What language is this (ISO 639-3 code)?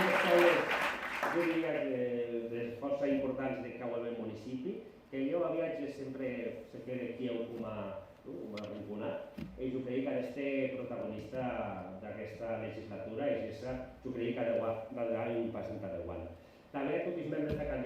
oci